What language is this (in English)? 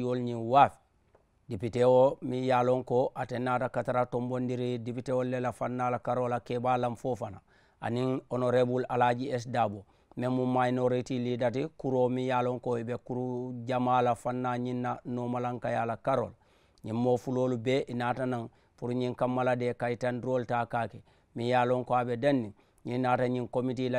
Mandingo